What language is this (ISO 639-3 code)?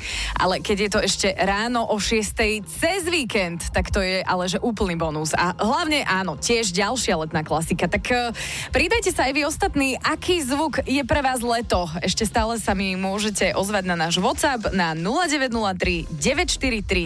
slk